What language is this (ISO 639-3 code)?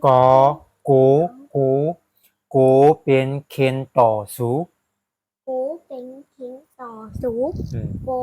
shn